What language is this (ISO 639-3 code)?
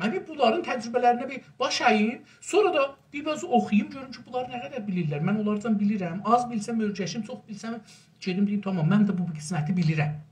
azb